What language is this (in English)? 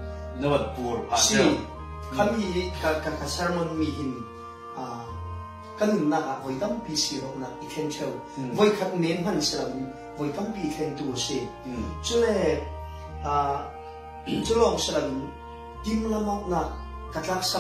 Falam Chin